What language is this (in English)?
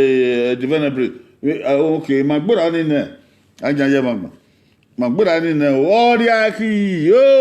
Bini